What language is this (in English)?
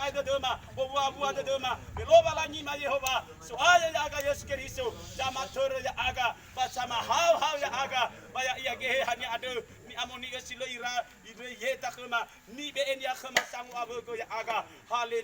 Nias